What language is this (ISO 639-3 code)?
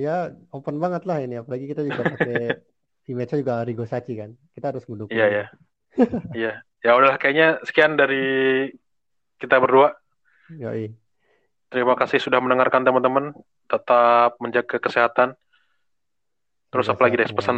ind